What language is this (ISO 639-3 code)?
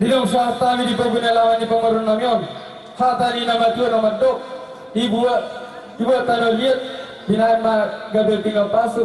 bbc